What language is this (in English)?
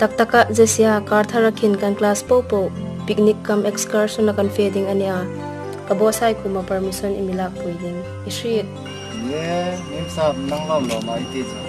Hmar